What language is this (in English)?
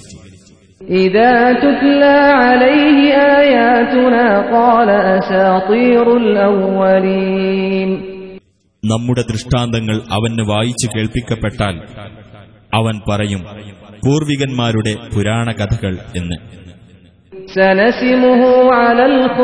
Malayalam